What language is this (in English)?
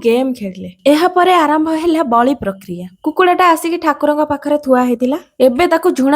Odia